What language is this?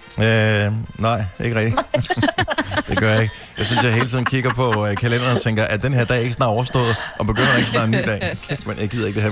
Danish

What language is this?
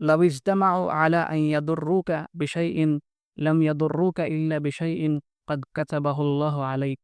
Assamese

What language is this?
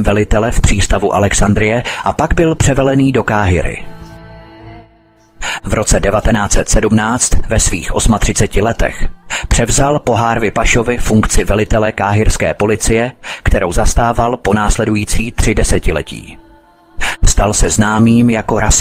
Czech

